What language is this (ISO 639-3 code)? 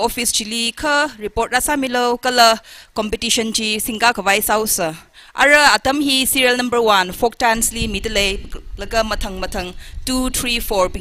nmf